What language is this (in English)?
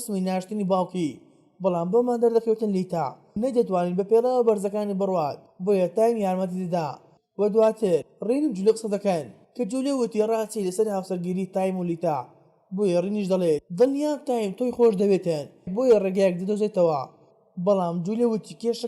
Central Kurdish